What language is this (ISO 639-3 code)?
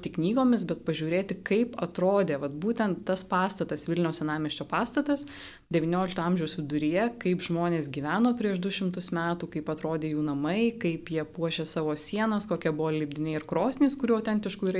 lit